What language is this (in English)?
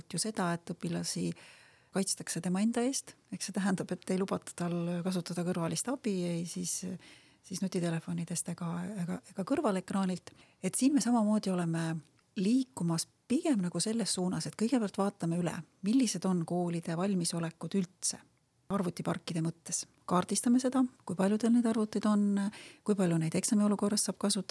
Estonian